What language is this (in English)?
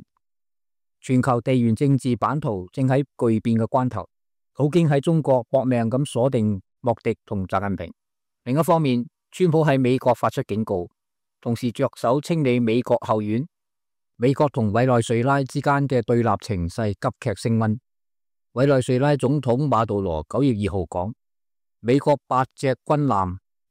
Cantonese